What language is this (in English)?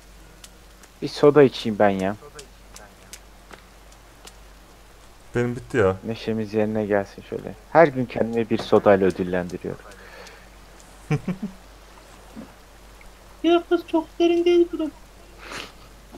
Turkish